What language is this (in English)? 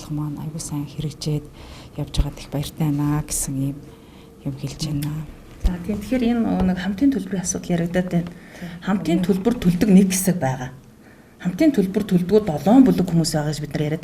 Mongolian